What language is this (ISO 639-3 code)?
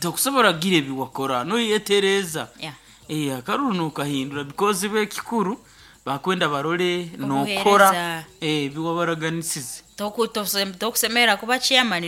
nyn